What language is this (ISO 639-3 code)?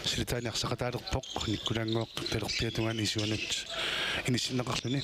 kal